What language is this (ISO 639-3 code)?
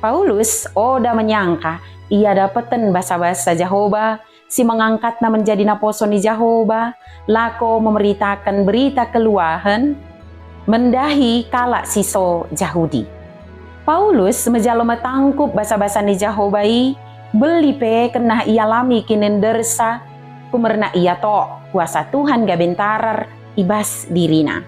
btd